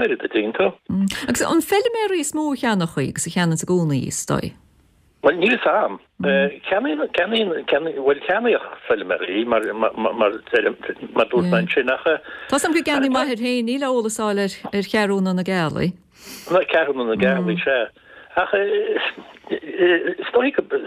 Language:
Irish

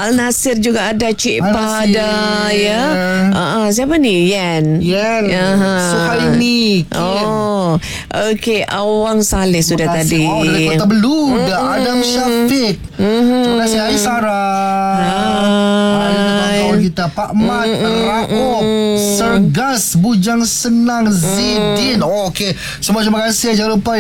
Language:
Malay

